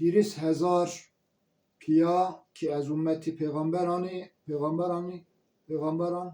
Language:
Zaza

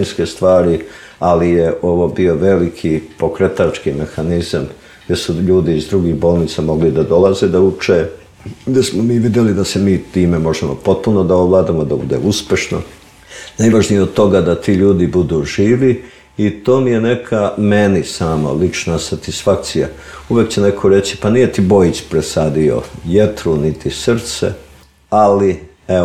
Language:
Serbian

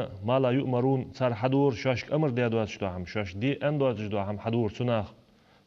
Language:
Ingush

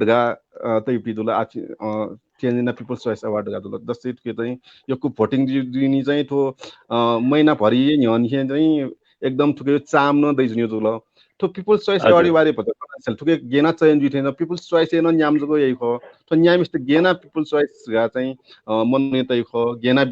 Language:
Newari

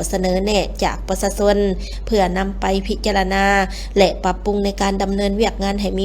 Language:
Lao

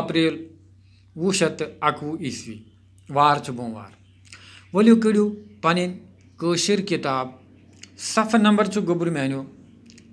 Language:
Kashmiri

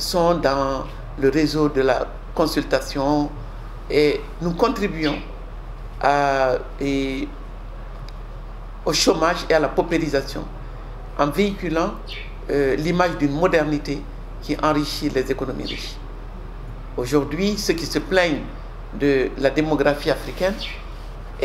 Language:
French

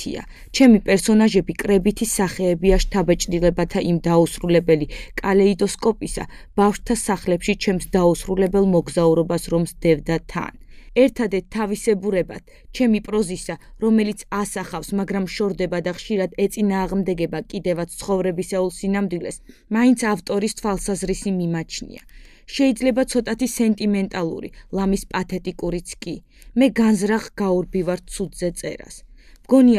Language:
Georgian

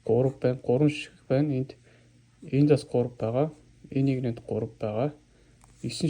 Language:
Mongolian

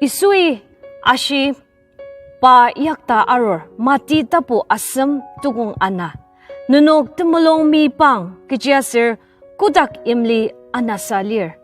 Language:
Ao Naga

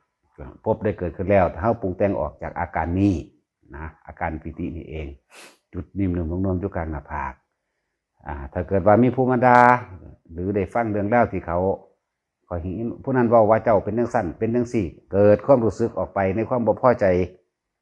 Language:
Northeastern Thai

